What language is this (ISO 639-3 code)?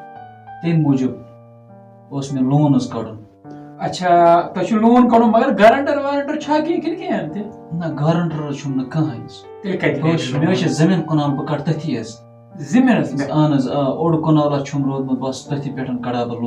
kas